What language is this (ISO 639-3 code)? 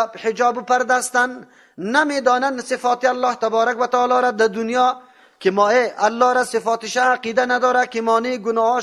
fas